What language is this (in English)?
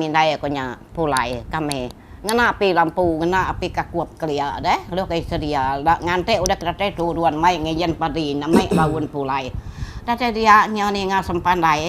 Iban